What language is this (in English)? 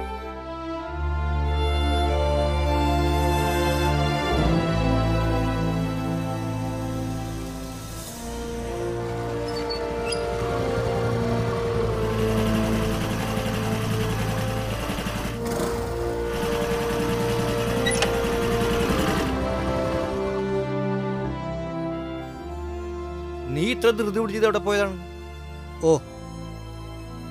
Malayalam